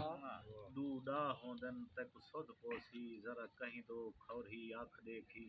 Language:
Saraiki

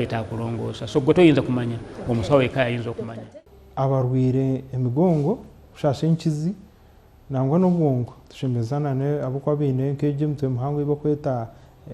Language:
Nyankole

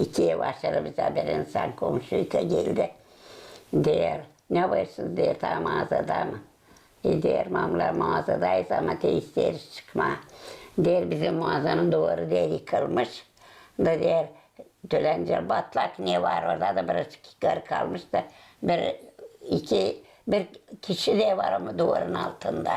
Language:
Gagauz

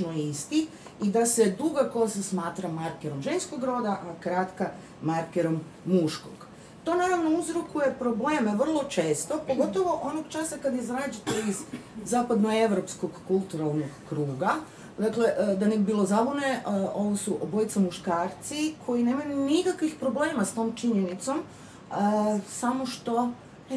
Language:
Croatian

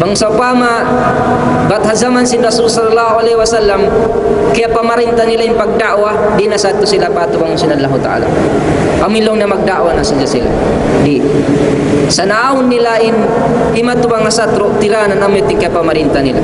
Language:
Tausug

